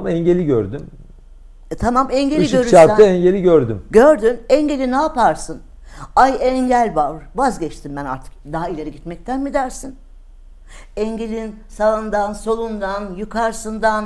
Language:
Turkish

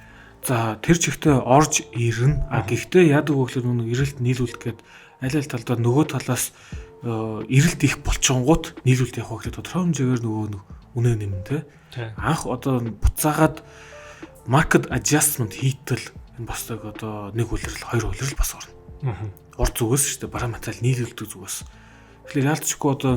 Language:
Mongolian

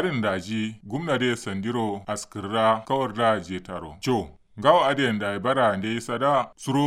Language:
Kanuri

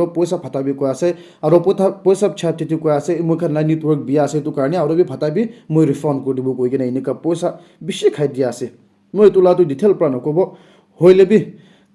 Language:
Naga Pidgin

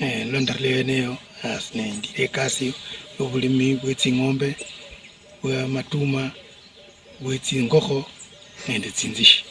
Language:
Luyia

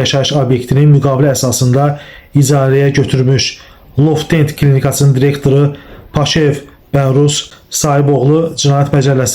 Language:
Azerbaijani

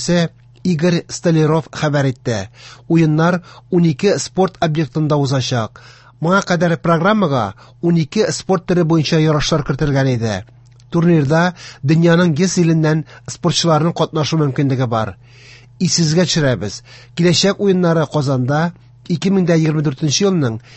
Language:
Tatar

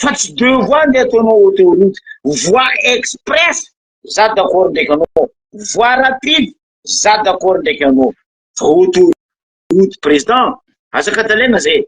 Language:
Malagasy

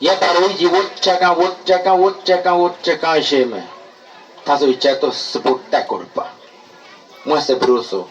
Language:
Bribri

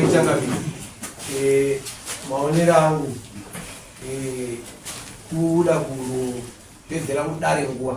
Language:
Shona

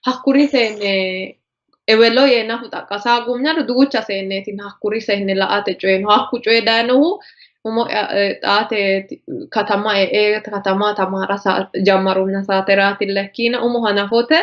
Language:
Sidamo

